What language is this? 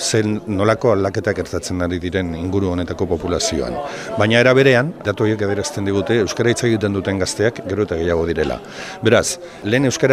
Basque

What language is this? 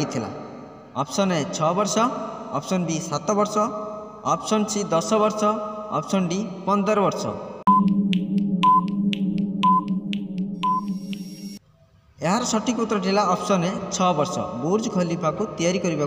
Odia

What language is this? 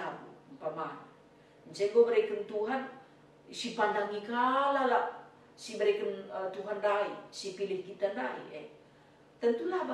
Batak Karo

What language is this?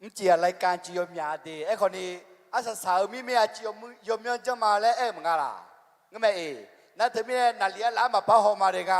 Akha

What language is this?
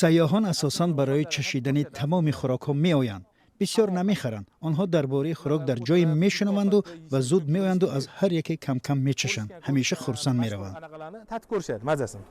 Tajik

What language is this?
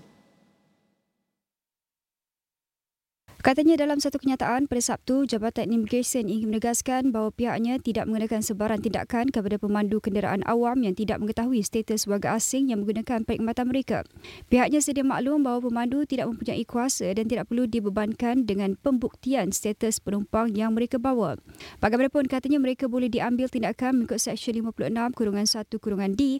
Malay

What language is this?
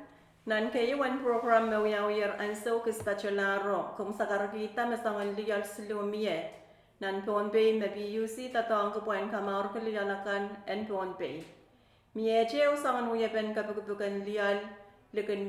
Pohnpeian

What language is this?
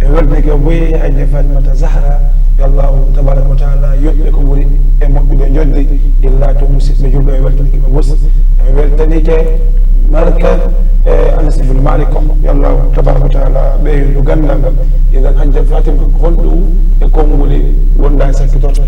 Fula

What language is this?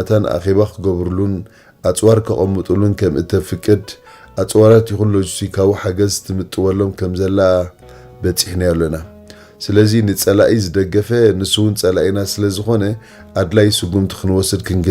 Tigrinya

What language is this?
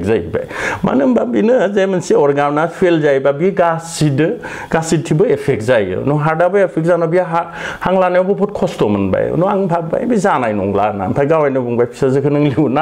Bodo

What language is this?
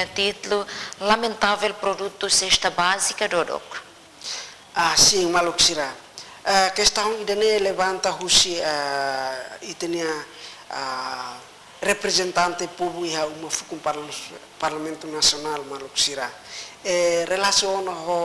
Tetum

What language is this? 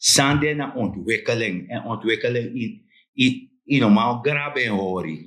Sranan Tongo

